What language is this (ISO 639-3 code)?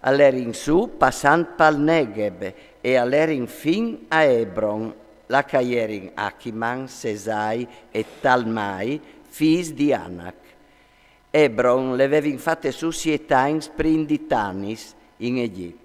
fur